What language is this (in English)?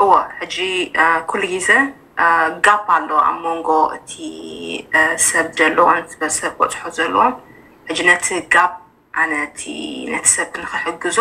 Tigrinya